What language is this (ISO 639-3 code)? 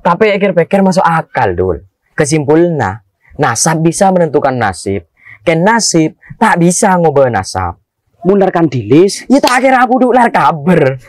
mad